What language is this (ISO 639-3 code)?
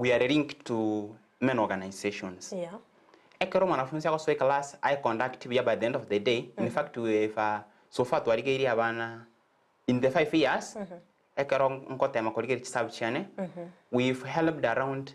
guz